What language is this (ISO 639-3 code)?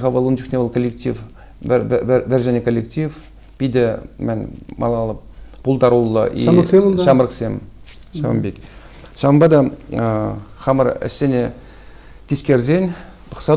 chv